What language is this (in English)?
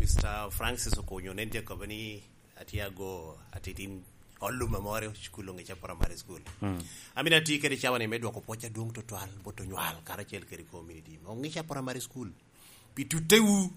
Lango (Uganda)